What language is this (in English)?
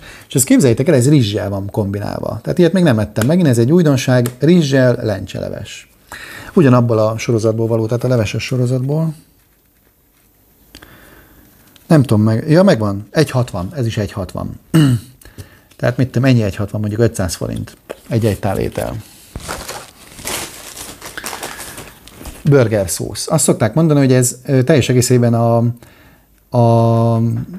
Hungarian